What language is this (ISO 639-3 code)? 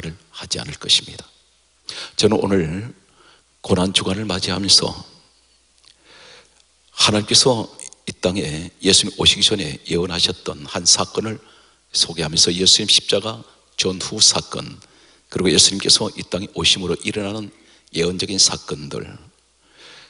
kor